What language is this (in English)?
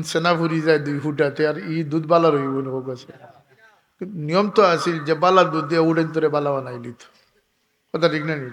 Sylheti